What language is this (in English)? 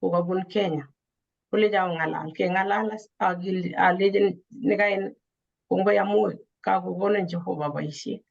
Kalenjin